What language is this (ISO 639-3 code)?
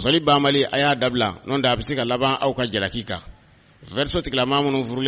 bam